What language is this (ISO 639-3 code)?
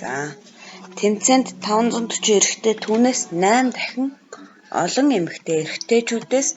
mon